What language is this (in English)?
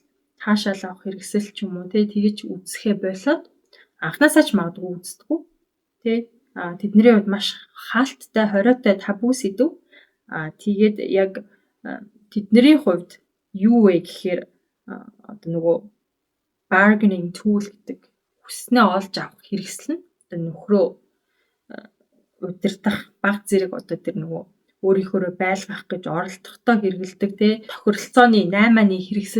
Mongolian